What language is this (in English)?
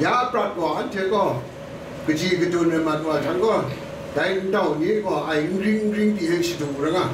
Kachin